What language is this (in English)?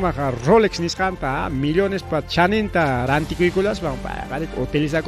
Ayacucho Quechua